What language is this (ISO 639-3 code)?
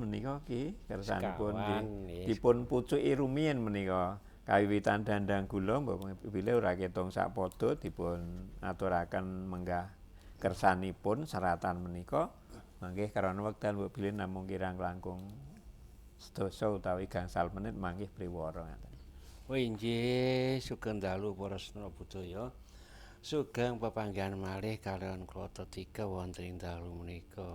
jav